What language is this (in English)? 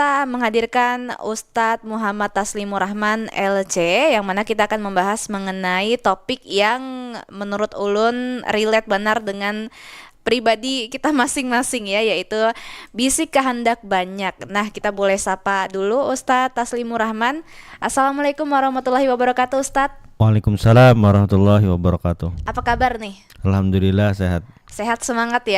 Banjar